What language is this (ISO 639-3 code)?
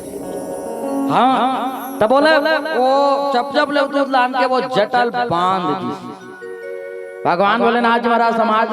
hne